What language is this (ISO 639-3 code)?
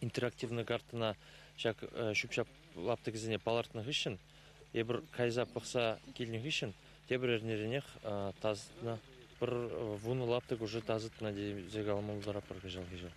chv